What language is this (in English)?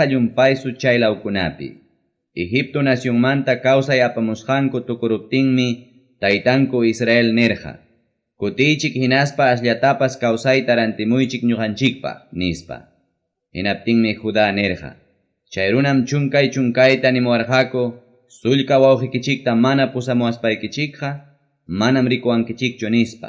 Ayacucho Quechua